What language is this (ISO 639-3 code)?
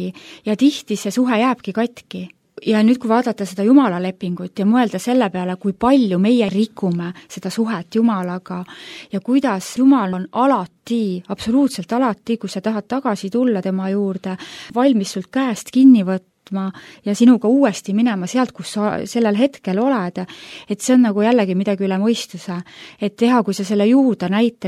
est